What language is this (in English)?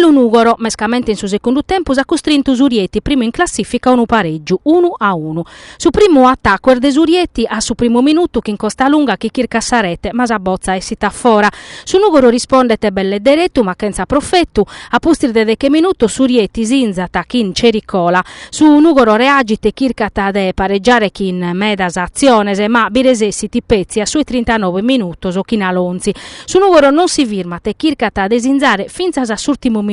Sardinian